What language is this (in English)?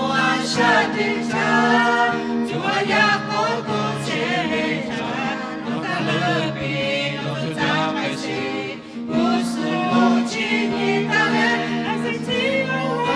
Lahu